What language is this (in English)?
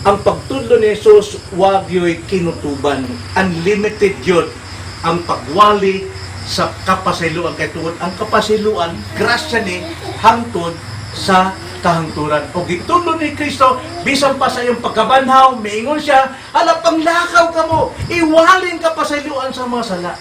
Cebuano